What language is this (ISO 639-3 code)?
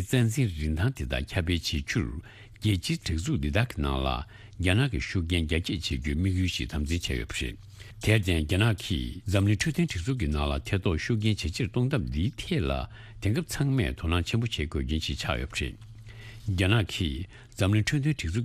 bod